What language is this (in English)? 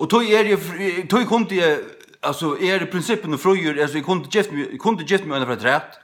Faroese